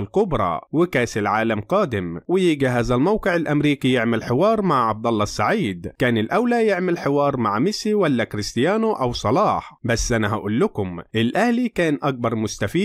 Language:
Egyptian Arabic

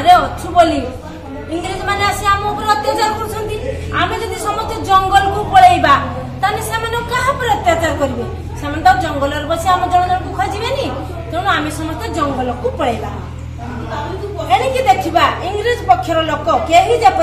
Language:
Odia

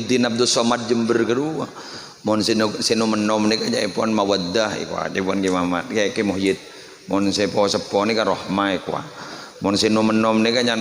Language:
Madurese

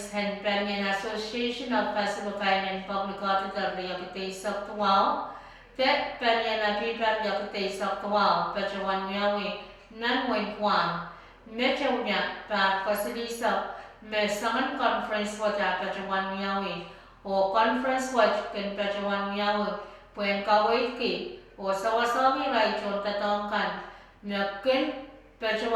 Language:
Pohnpeian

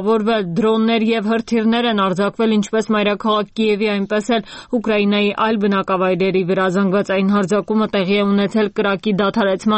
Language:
Armenian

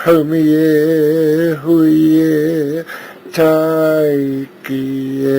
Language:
Māori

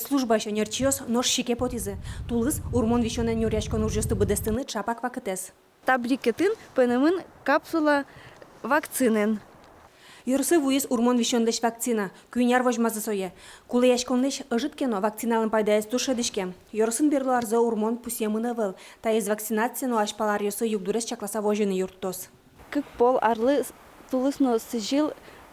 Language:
Udmurt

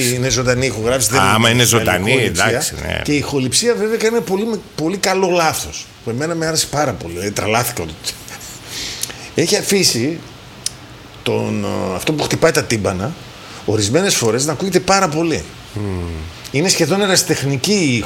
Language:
Greek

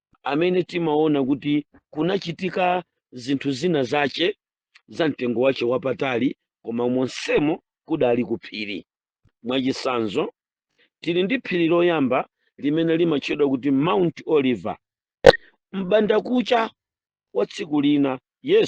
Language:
Nyanja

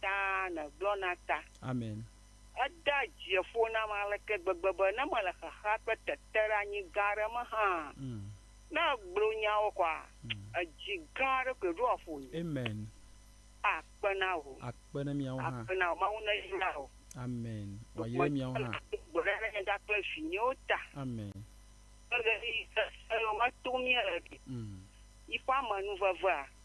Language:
Ewe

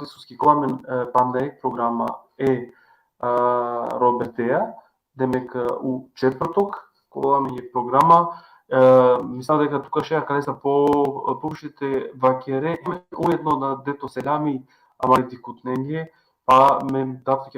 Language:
Balkan Romani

